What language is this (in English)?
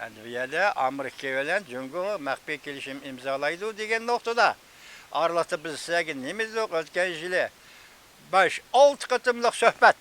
Uyghur